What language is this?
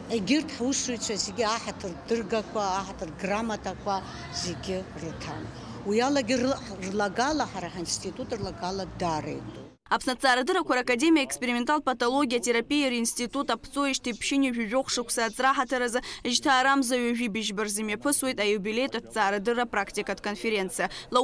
Abkhazian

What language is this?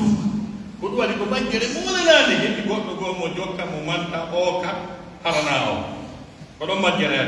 Pular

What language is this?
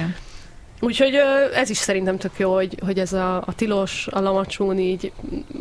Hungarian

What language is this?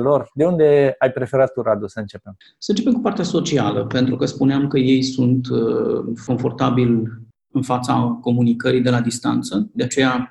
Romanian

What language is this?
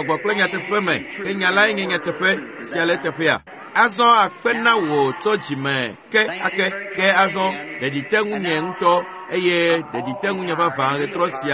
Ewe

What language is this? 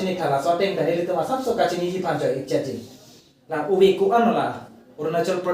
Karbi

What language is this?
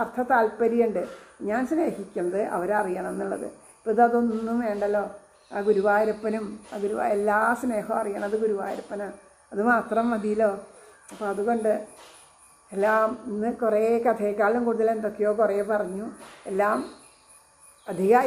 Malayalam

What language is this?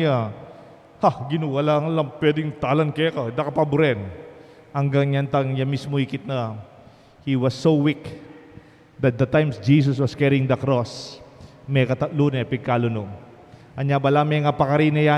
Pampanga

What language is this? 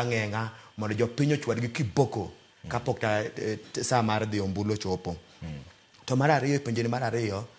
Luo (Kenya and Tanzania)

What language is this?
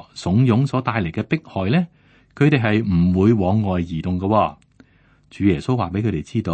Cantonese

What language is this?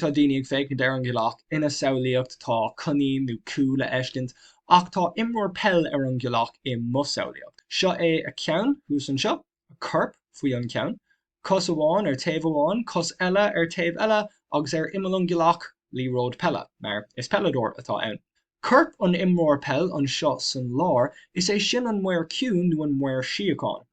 Irish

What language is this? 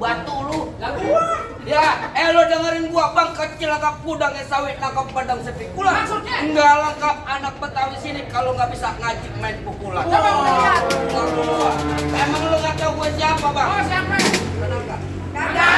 Betawi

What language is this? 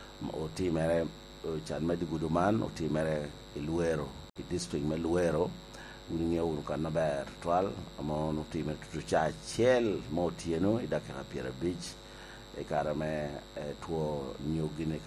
Lango (Uganda)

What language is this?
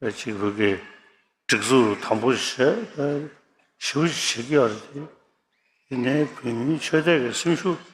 Tibetan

